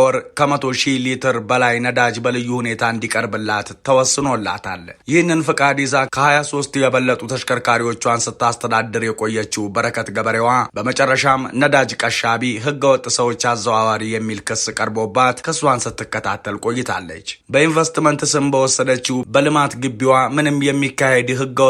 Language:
Amharic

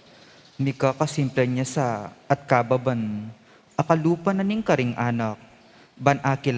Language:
Pampanga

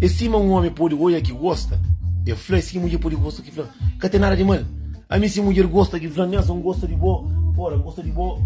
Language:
Kabuverdianu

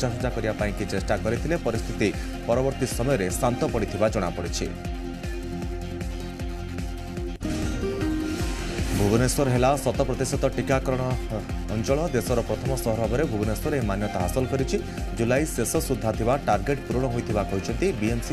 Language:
Odia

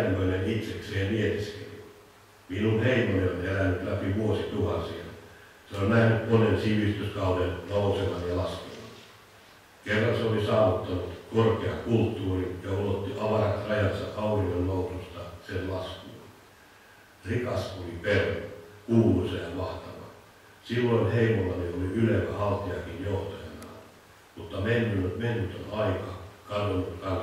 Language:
Finnish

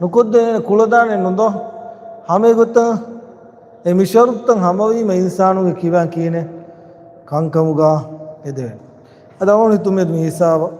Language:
Divehi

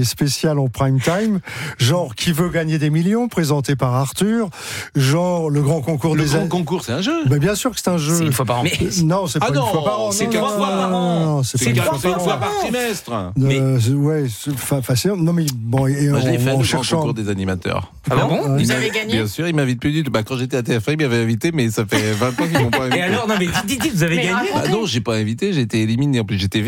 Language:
French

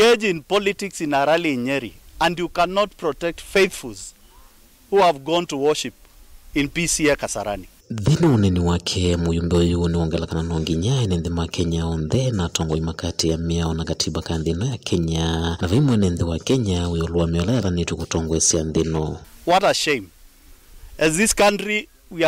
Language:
Kamba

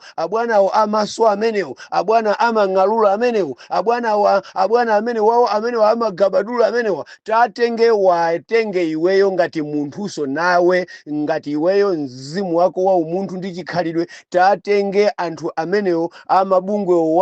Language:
Nyanja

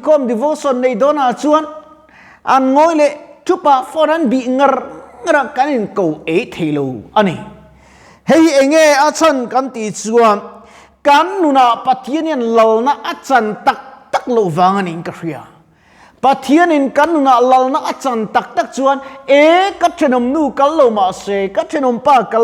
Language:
Mizo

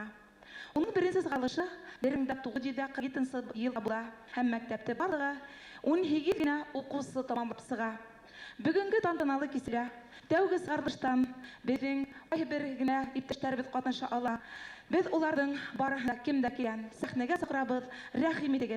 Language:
Bashkir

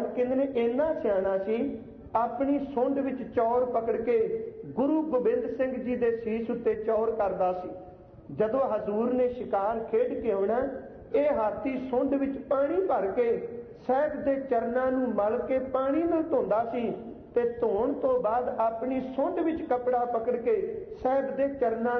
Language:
Punjabi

